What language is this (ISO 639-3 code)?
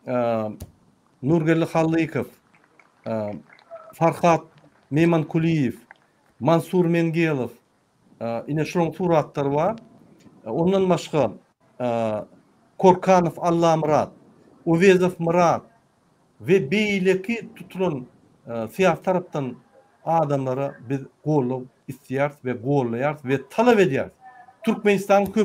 tuk